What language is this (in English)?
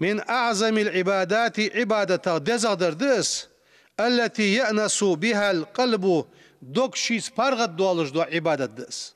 Ingush